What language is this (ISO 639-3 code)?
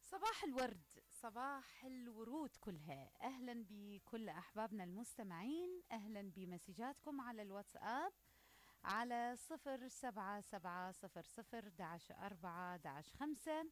acm